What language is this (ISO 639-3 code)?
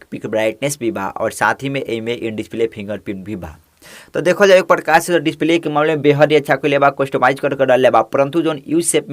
bho